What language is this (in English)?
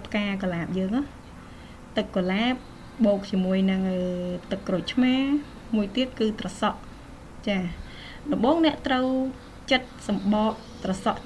Khmer